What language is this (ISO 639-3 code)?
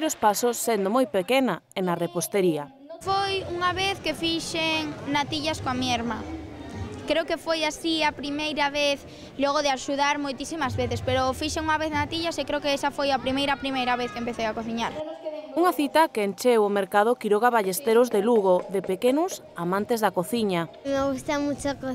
glg